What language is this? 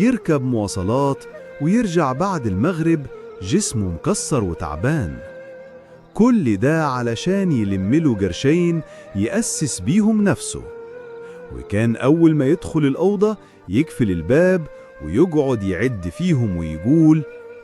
Egyptian Arabic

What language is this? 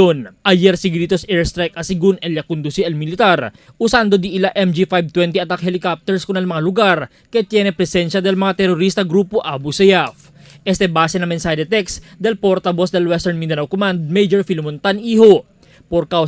Chavacano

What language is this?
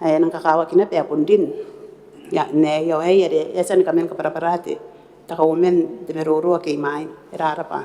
Gilbertese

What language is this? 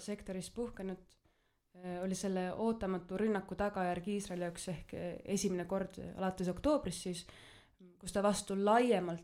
Estonian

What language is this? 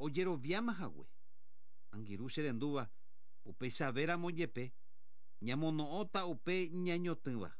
Guarani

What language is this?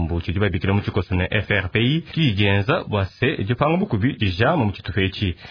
Luba-Lulua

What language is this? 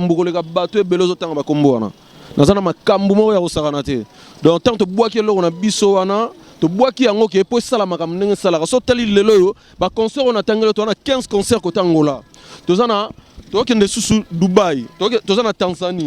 Lingala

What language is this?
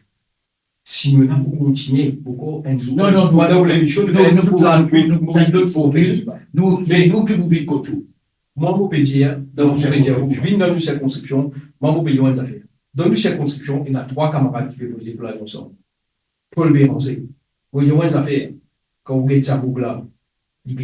Morisyen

